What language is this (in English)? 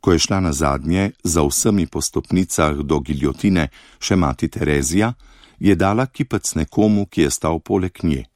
Slovenian